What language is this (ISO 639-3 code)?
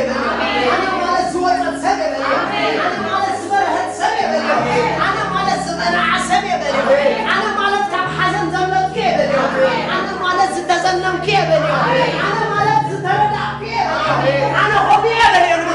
tir